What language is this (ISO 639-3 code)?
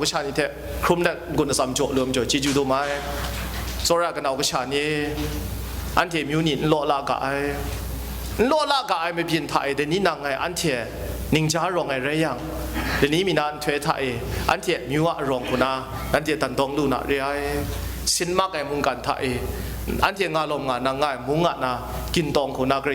kac